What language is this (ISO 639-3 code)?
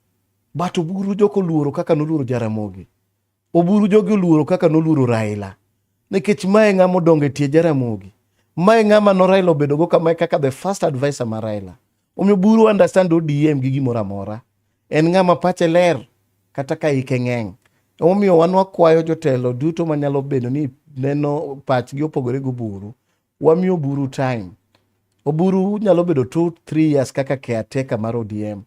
luo